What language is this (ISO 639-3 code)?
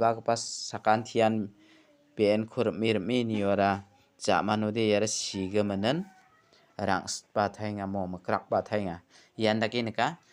grt